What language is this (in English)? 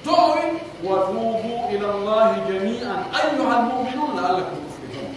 Pular